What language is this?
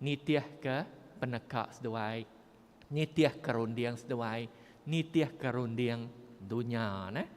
Iban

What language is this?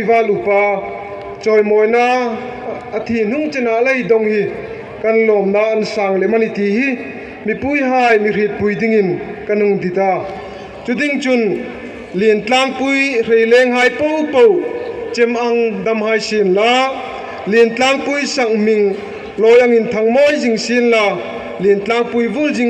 Hmar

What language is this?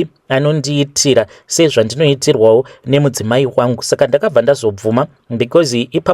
Shona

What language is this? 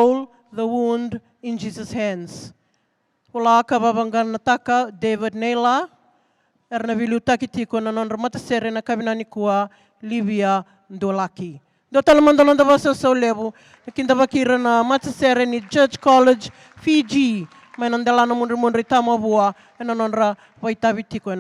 Fijian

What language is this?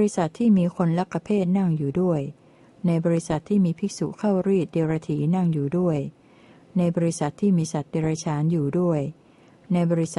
Thai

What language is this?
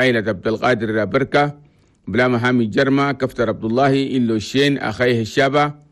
Chadian Arabic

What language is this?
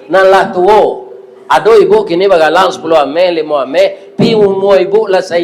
Minangkabau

